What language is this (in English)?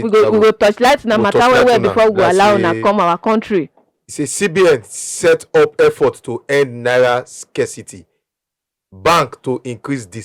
Nigerian Pidgin